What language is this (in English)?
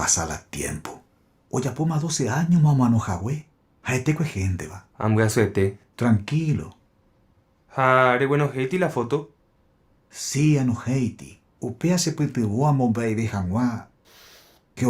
Guarani